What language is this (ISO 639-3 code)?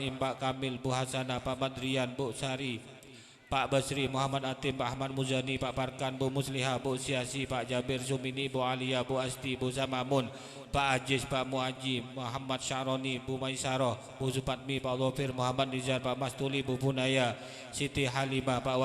mad